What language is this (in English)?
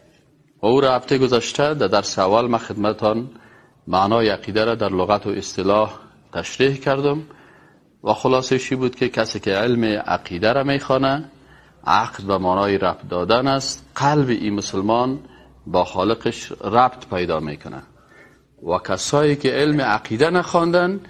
Persian